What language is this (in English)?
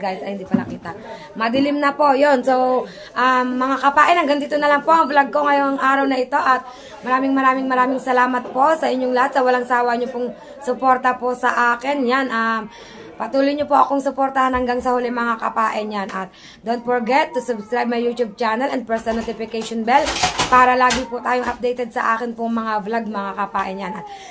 Filipino